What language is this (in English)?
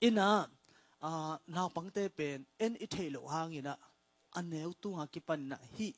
Tedim Chin